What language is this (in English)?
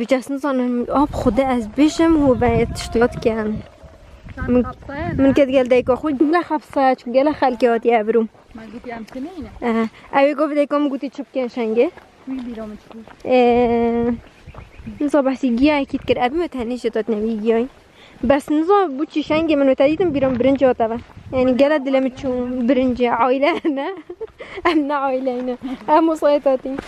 Kurdish